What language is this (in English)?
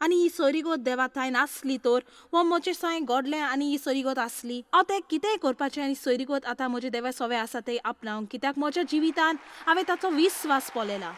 Konkani